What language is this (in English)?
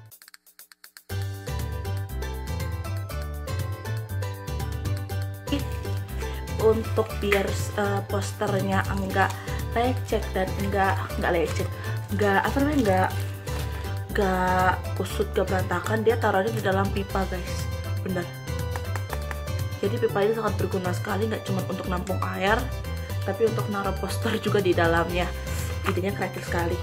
Indonesian